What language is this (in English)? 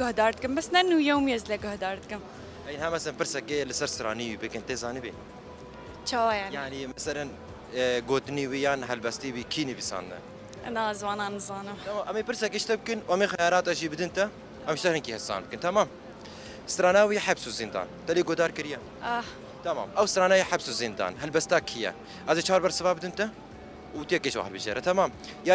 Kurdish